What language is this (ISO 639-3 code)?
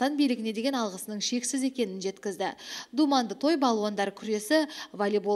kaz